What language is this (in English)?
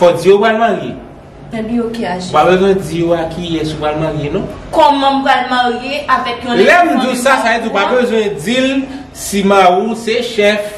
Haitian Creole